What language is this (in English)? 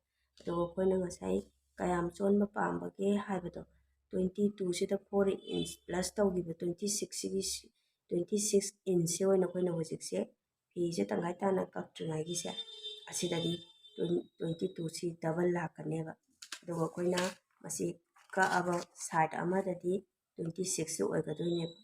Manipuri